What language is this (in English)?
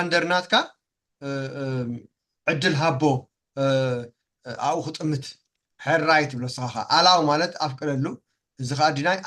Tigrinya